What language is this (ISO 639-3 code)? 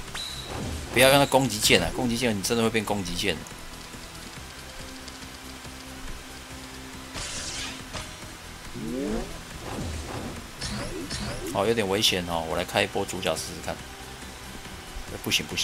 zho